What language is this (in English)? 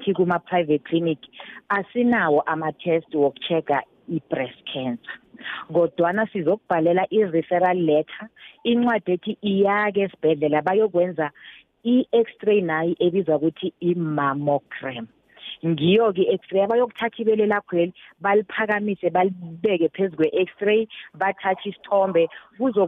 South Ndebele